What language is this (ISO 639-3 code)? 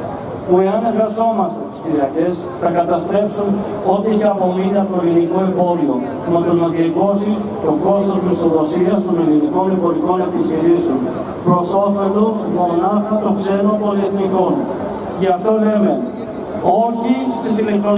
ell